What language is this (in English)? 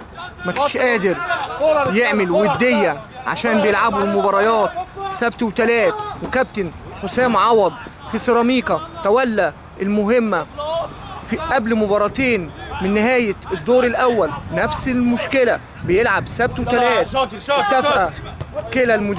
Egyptian Arabic